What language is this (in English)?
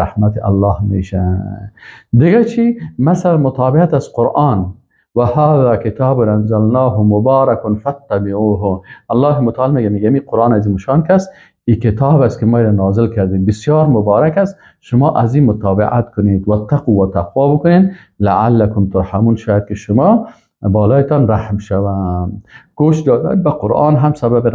Persian